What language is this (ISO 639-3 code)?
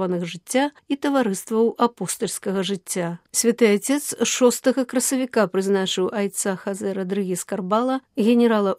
bel